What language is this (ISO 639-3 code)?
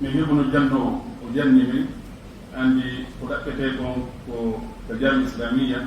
ful